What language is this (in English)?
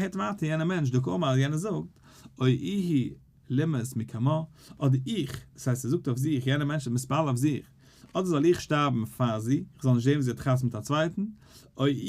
Yiddish